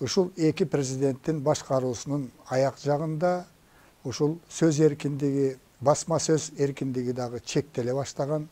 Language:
Kyrgyz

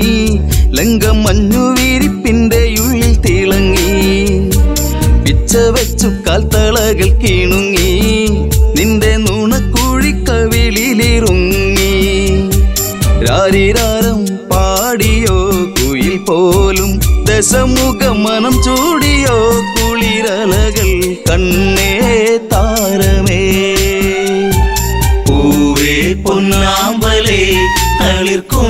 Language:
Malayalam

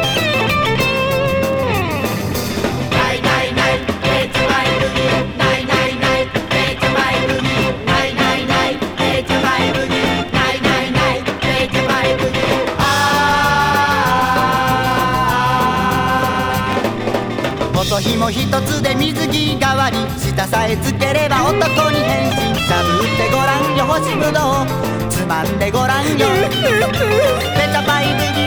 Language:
Japanese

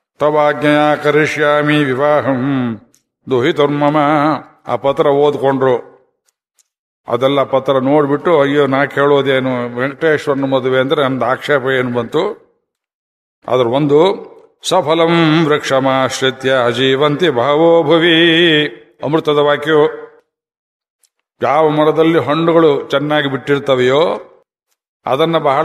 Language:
Kannada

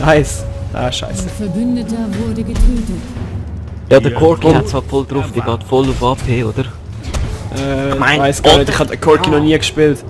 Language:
Swiss German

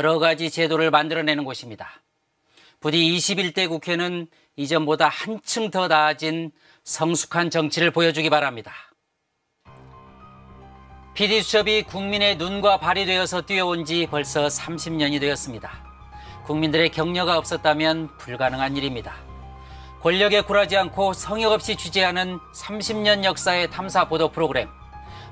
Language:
Korean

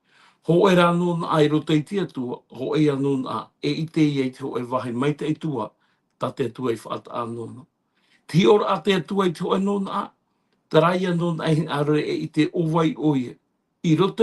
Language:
Tahitian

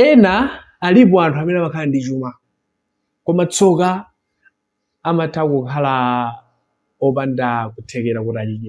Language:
Nyanja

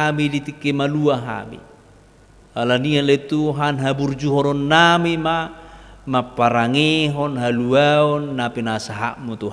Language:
Batak Toba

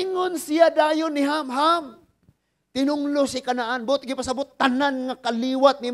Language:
Cebuano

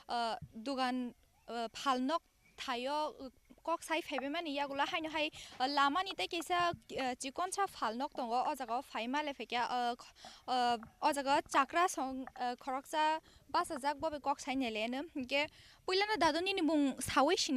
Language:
Kok Borok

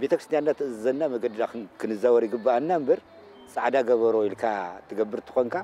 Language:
Tigrinya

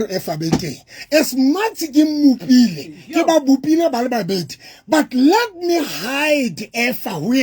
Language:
Southern Sotho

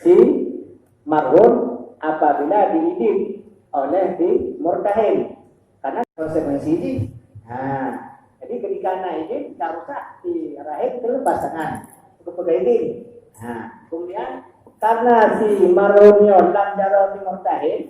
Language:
Achinese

